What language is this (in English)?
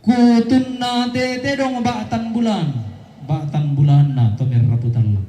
Toraja-Sa'dan